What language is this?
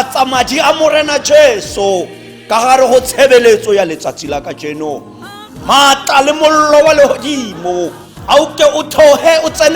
Tswana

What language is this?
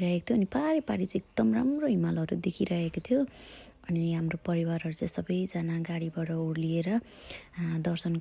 Nepali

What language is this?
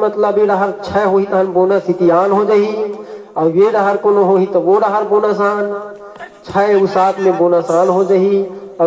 Chhattisgarhi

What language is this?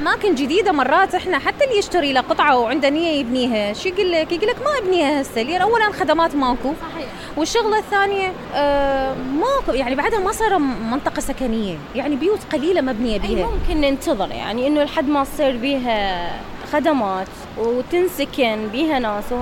Mesopotamian Arabic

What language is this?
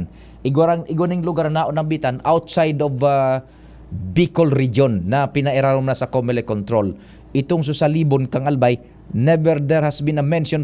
Bikol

